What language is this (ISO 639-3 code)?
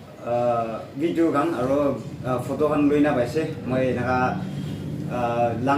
nag